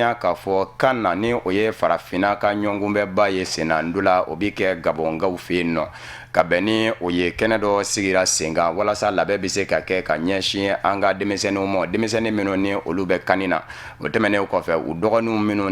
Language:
Bambara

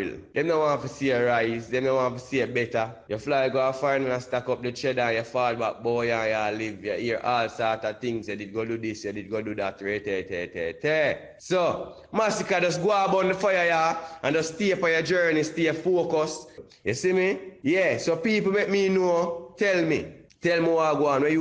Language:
Jamaican Creole English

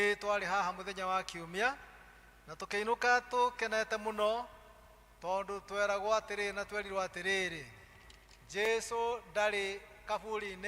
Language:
Kikuyu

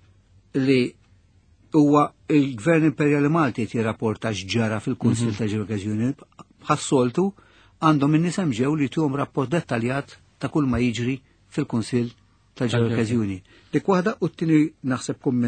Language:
Maltese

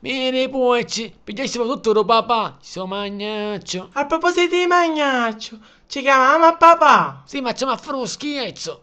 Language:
Sicilian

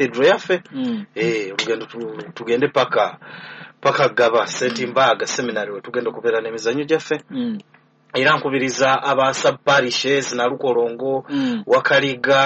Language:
Ganda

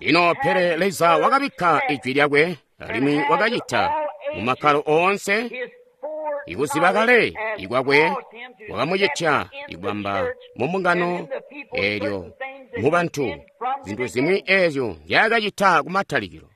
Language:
Tonga (Zambia)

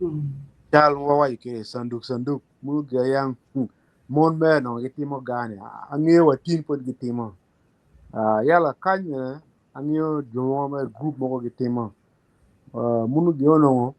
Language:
Acoli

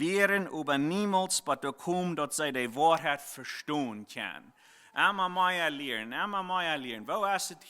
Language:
Plautdietsch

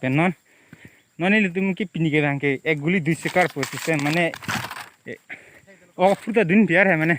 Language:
Karbi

